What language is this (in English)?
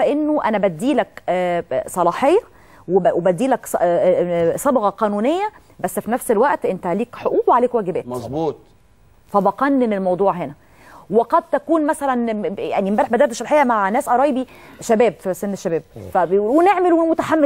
Egyptian Arabic